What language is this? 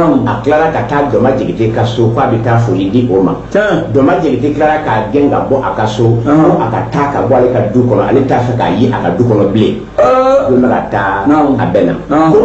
Bambara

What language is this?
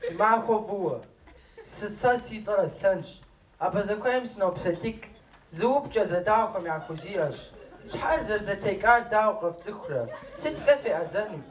Kabardian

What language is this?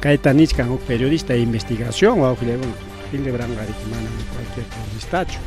Ayacucho Quechua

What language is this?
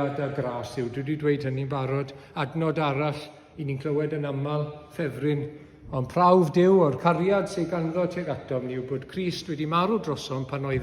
Welsh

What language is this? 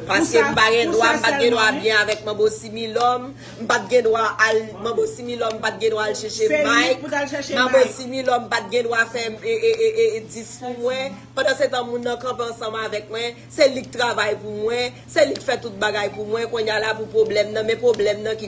Haitian Creole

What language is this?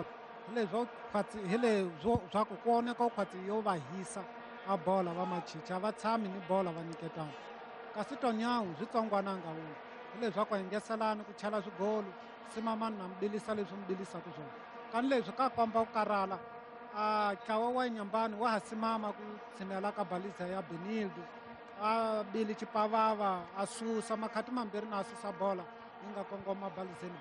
Tsonga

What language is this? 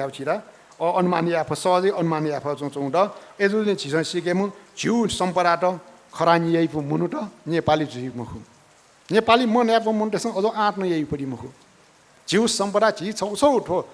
Newari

